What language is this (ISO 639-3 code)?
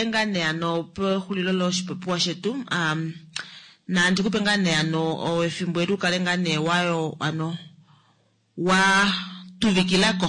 kua